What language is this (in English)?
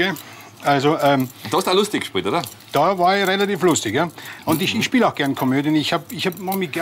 German